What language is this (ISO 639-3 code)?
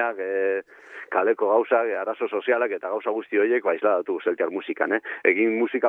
eus